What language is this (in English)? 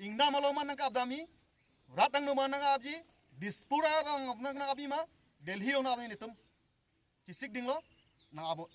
Karbi